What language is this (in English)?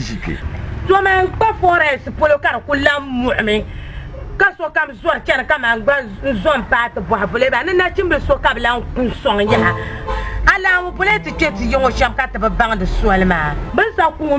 Dagbani